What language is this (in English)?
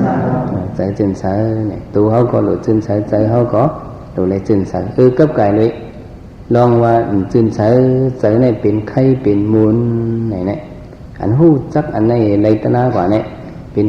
Shan